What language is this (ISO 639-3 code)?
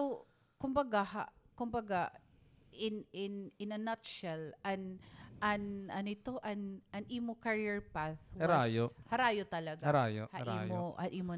war